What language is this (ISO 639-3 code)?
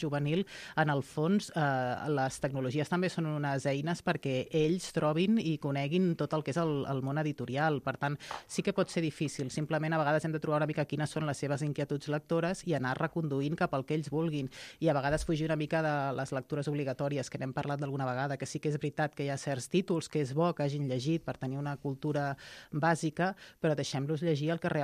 cat